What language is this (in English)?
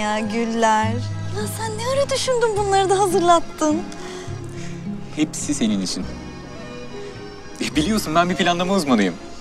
Turkish